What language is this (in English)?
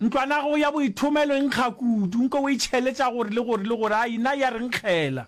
Northern Sotho